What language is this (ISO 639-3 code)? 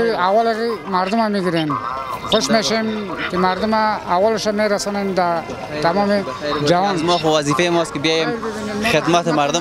fas